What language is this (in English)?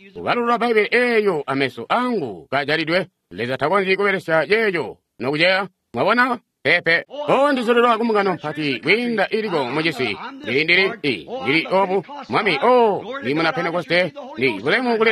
Tonga (Zambia)